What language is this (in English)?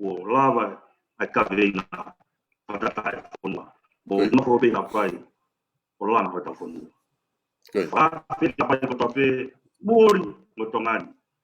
Tongan